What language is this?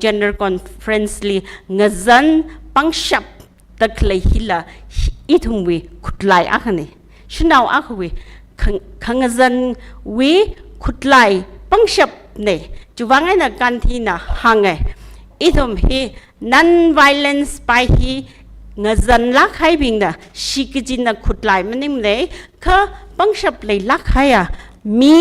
Tangkhul Naga (India)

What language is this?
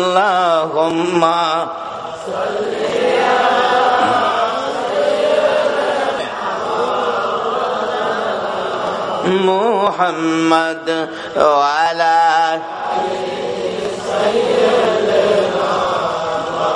Bangla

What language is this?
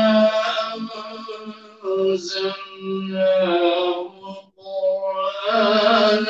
Arabic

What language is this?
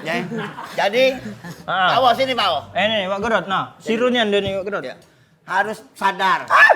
Musi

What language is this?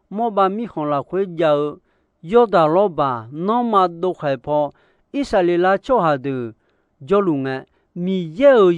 Akha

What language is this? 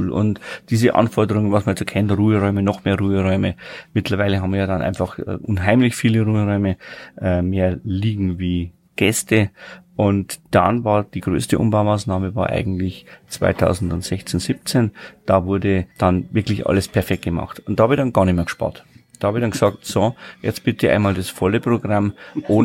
German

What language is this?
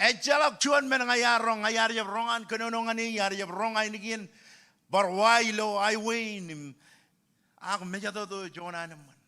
Marshallese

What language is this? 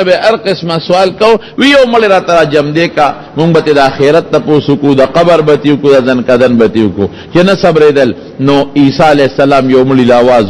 Pashto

